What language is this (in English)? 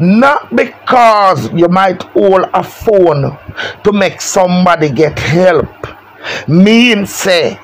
Jamaican Creole English